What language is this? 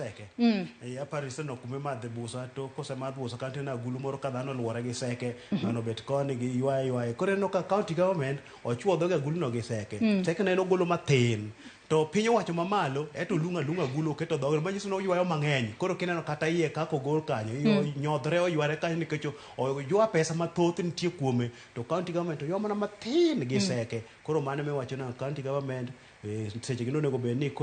Luo (Kenya and Tanzania)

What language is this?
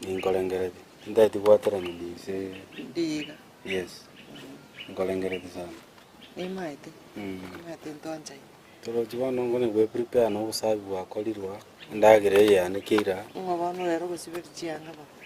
Gusii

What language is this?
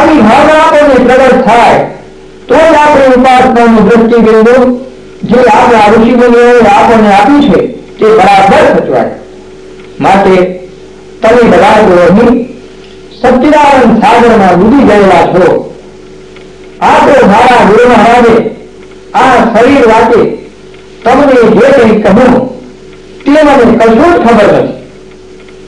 Gujarati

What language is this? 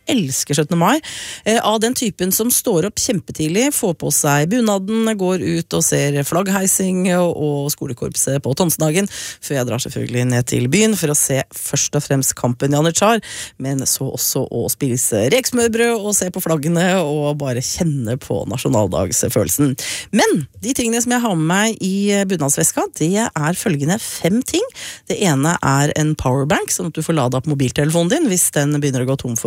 Norwegian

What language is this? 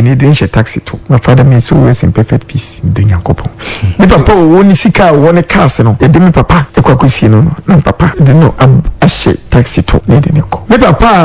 Akan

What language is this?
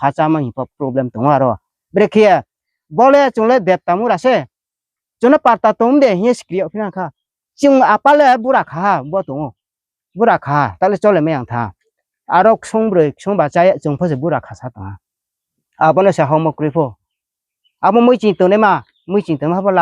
Riang (India)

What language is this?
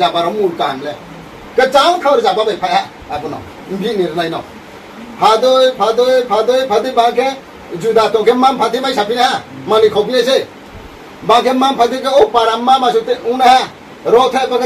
Riang (India)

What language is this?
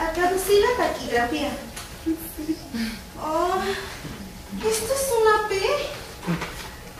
Spanish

